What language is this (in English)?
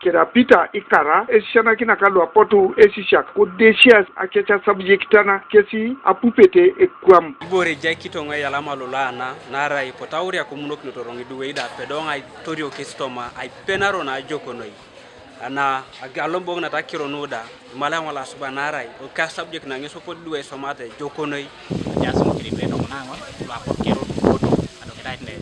Teso